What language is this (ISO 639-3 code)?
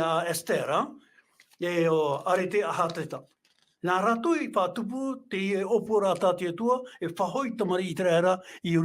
tah